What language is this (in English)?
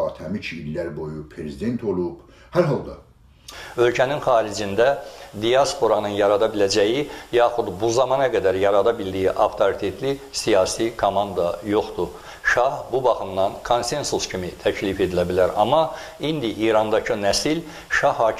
South Azerbaijani